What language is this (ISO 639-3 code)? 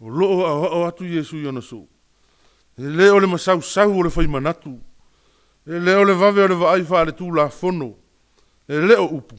smo